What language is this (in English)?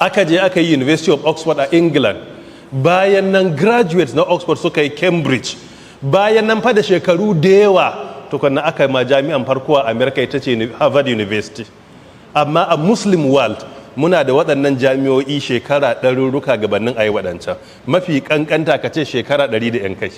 Hausa